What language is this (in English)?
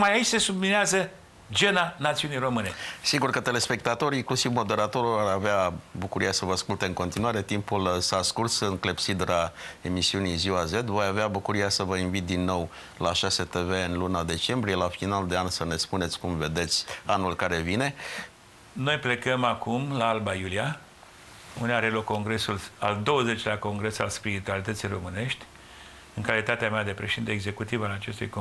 Romanian